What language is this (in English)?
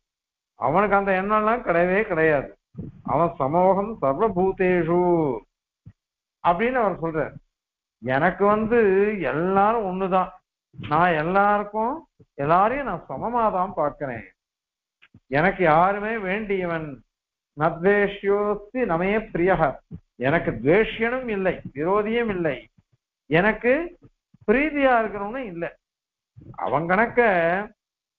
Tamil